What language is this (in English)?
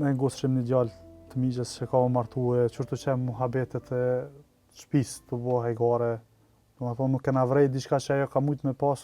Albanian